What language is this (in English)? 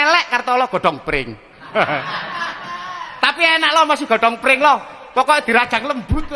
Javanese